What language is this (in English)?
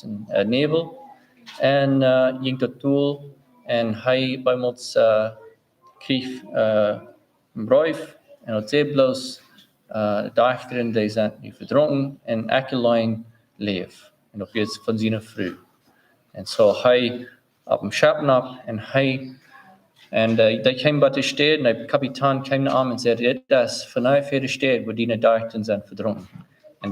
Plautdietsch